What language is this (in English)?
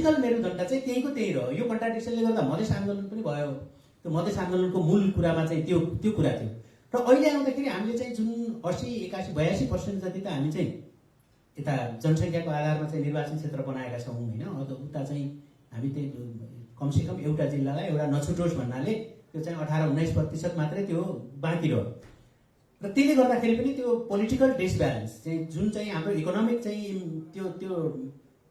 Nepali